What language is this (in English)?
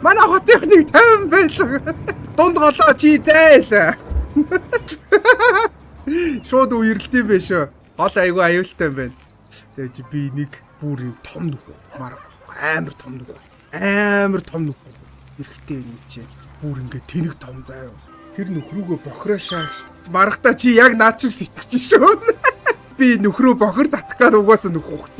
Mongolian